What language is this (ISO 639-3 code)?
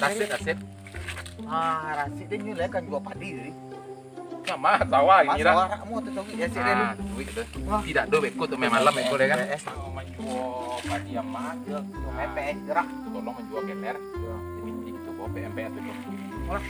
min